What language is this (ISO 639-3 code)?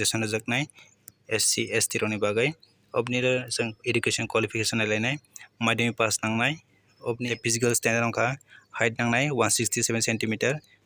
trp